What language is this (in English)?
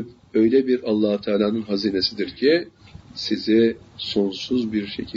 Turkish